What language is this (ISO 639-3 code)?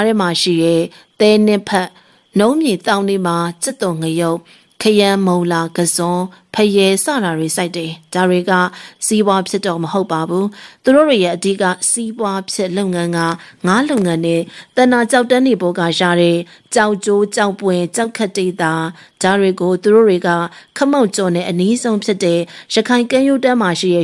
mya